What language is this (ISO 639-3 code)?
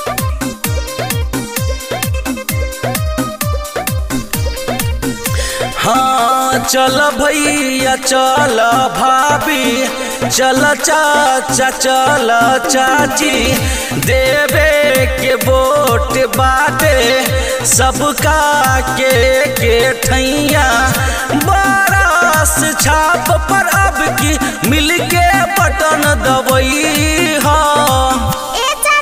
bho